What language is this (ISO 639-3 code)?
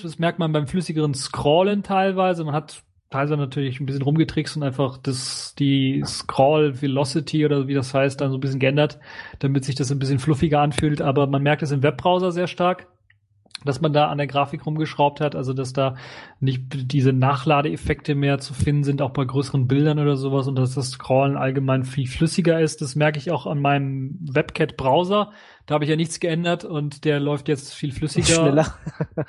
deu